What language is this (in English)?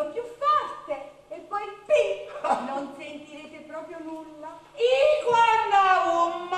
Neapolitan